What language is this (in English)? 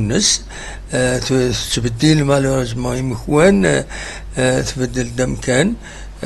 Kabyle